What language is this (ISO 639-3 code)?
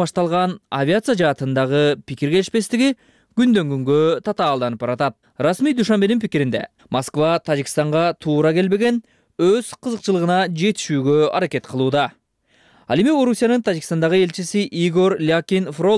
kir